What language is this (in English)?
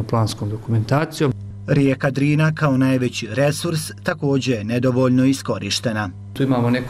Bosnian